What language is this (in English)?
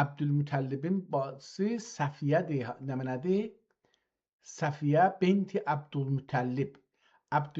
South Azerbaijani